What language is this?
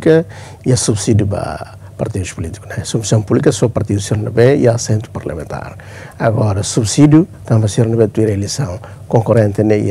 Tetum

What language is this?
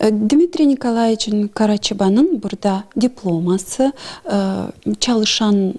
Gagauz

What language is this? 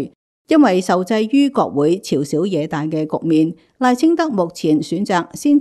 Cantonese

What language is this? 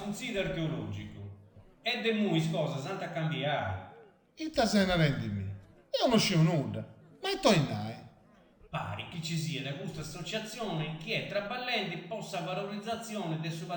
Sardinian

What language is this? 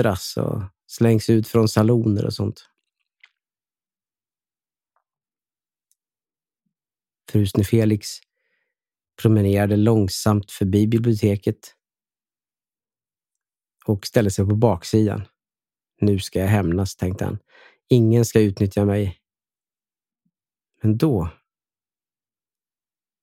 Swedish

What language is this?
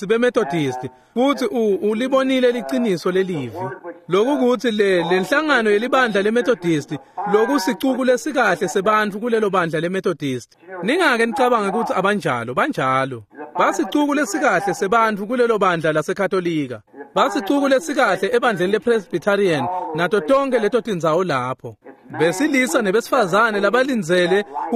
Swati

